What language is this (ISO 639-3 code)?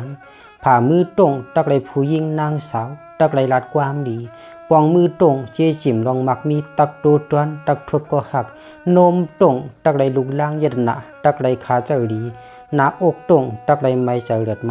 shn